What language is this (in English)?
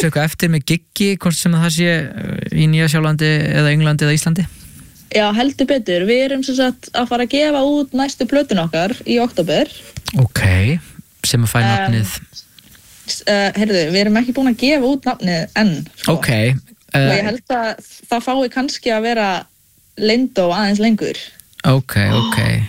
Icelandic